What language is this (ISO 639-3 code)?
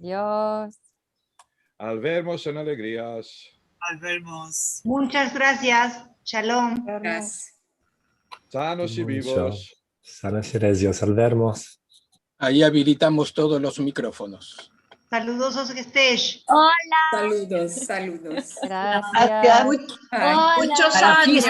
lad